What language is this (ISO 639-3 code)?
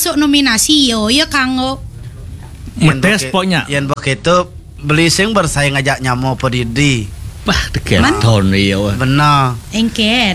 ban